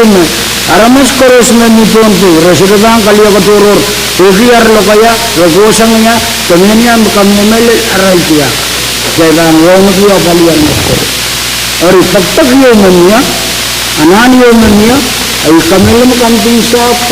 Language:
Pohnpeian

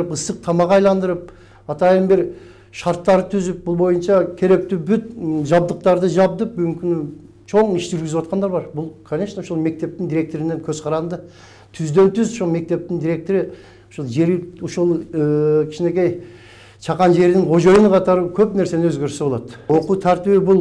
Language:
Kyrgyz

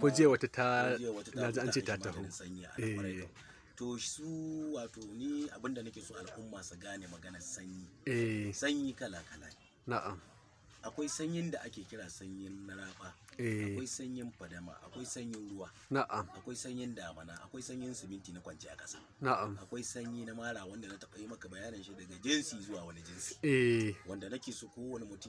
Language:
Hausa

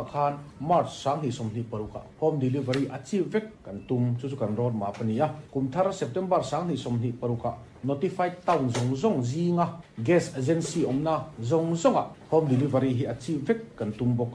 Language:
Mizo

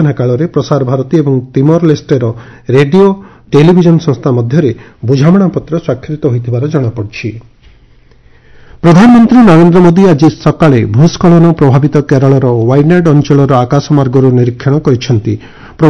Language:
Odia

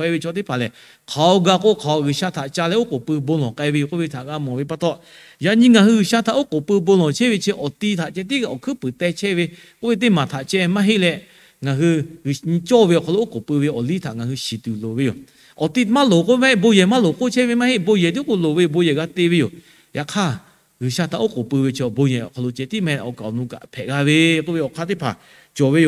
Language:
Lahu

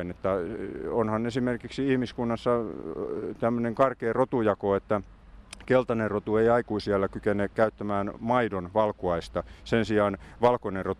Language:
Finnish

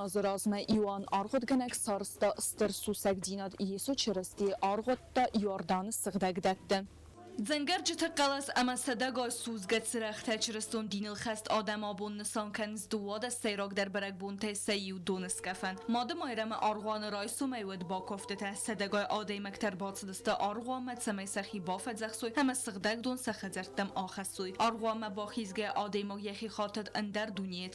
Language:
Ossetic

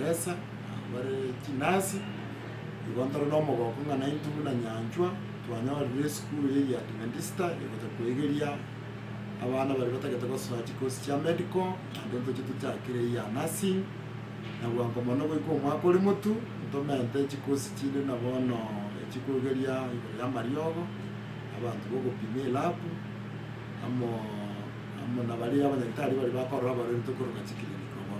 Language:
Gusii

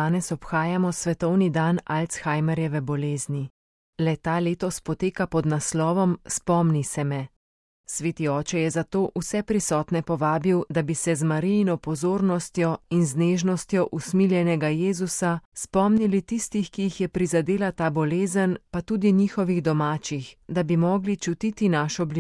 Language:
Slovenian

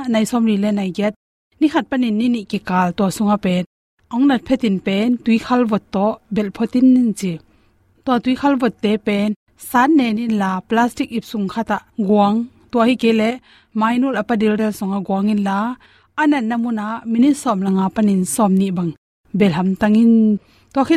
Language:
Tedim Chin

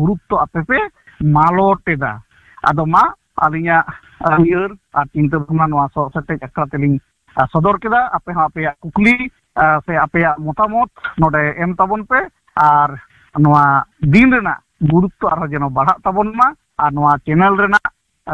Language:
Santali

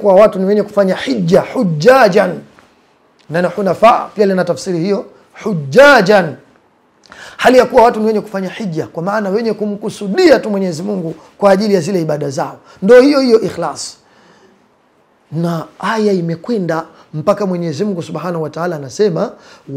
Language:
Swahili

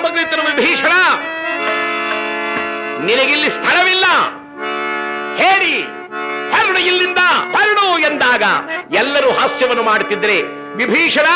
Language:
Kannada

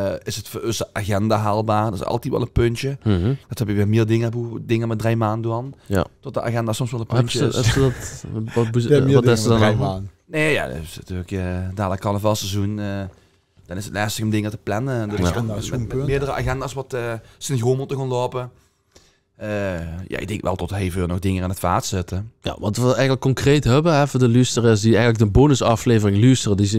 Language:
Limburgish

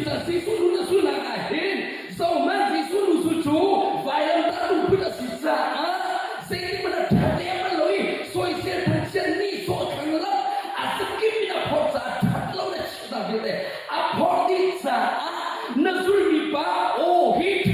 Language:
Hakha Chin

